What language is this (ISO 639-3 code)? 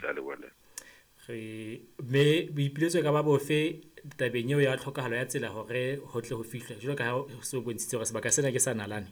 sot